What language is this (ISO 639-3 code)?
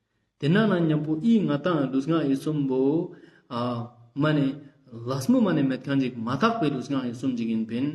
lbj